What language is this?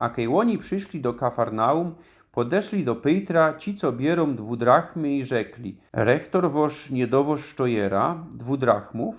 Silesian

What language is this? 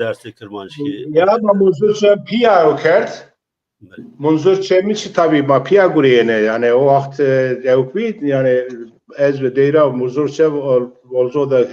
Zaza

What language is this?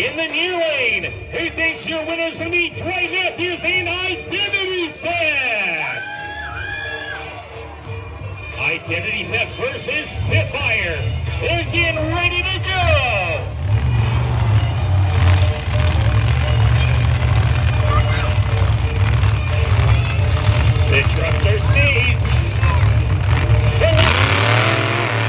English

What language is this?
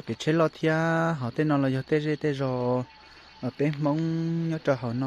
Hmong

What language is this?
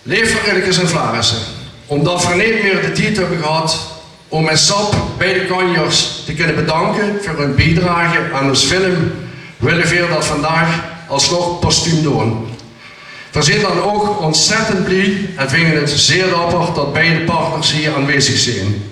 Limburgish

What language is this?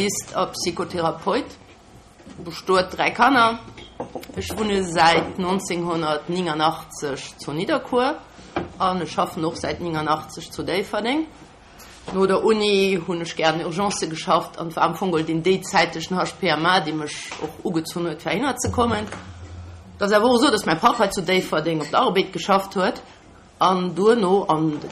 Luxembourgish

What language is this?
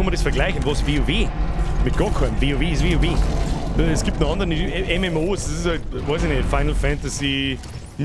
Bavarian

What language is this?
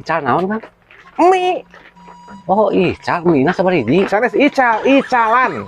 Sundanese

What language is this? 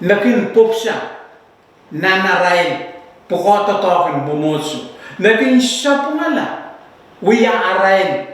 Pohnpeian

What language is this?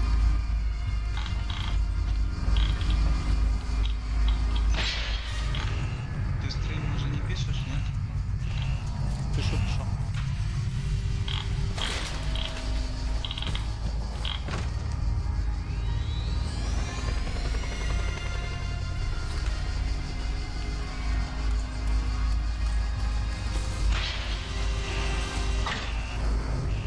Russian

